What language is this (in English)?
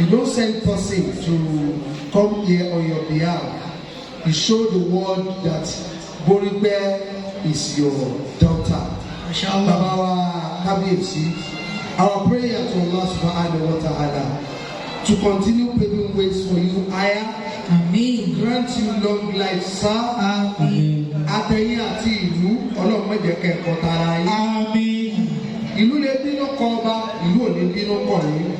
Yoruba